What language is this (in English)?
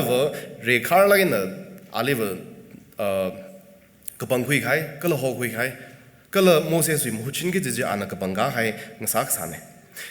Tangkhul Naga (India)